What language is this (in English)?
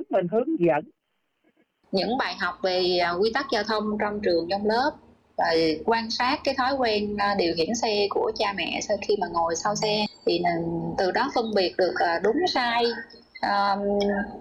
Vietnamese